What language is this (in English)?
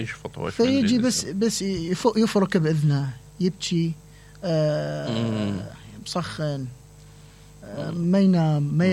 Mesopotamian Arabic